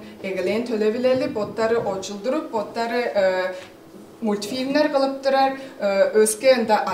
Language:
Tuvinian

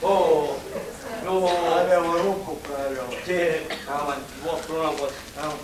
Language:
Sicilian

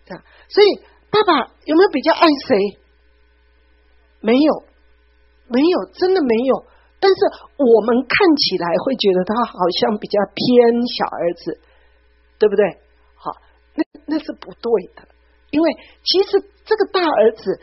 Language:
Chinese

